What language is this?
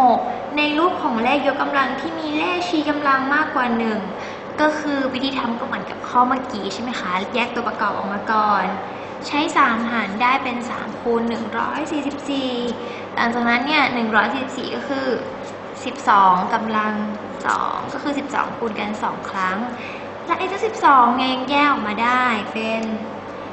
Thai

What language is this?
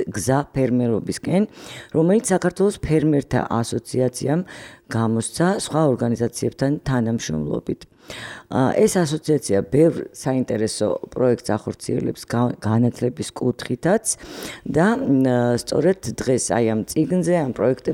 Georgian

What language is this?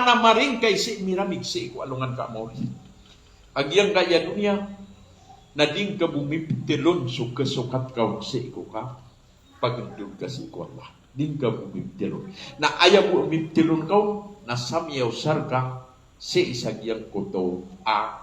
Maranao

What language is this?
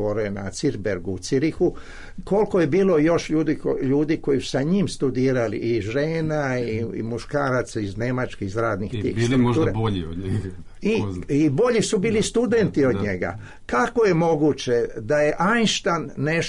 Serbian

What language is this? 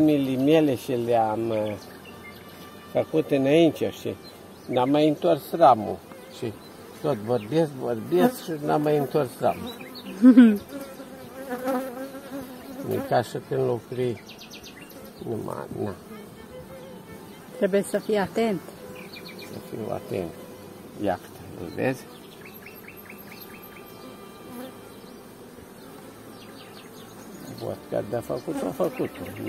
Romanian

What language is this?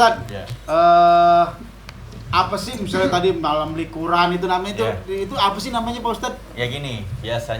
Betawi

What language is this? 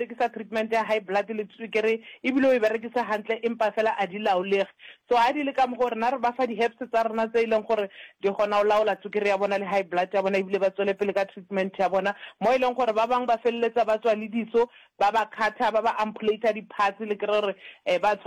Northern Sotho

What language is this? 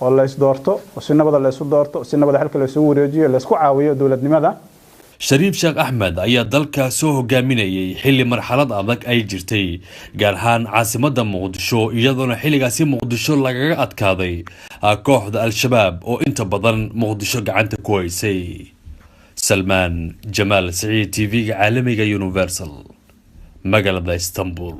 Somali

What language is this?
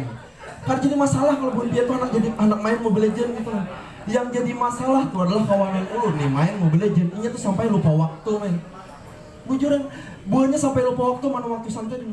Banjar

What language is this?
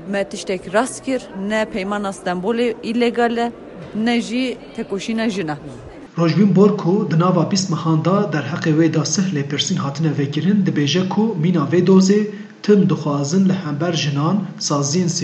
Kurdish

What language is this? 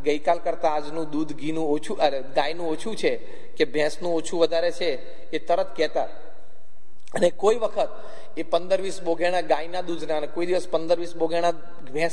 Gujarati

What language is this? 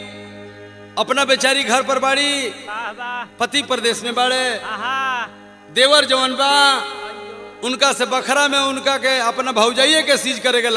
Bhojpuri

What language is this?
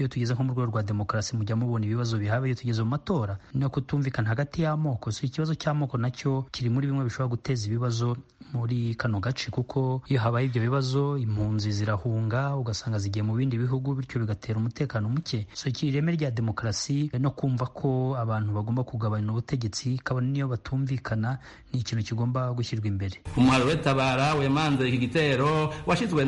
Kinyarwanda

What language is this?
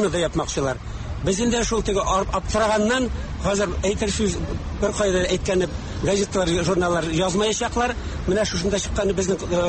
Tatar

